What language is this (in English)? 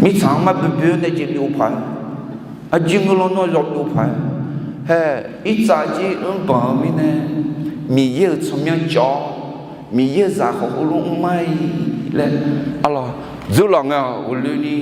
Akha